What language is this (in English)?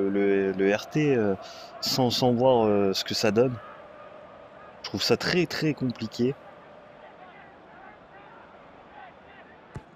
French